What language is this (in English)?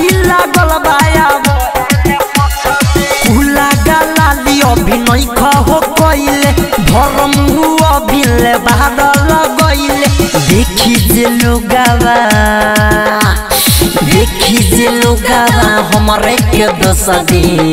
Bhojpuri